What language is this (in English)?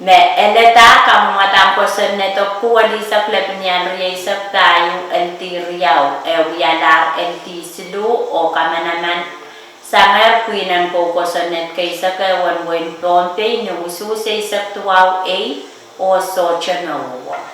Pohnpeian